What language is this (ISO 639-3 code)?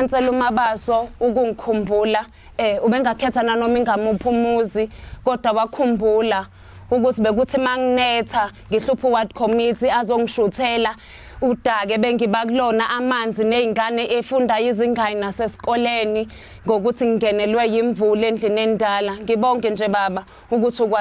zul